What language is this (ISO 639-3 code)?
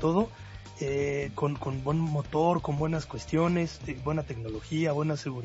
spa